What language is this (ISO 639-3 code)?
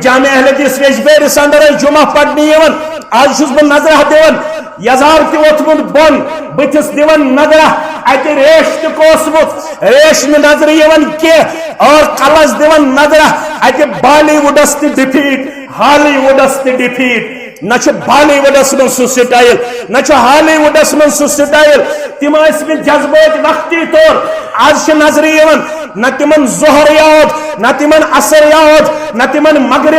kas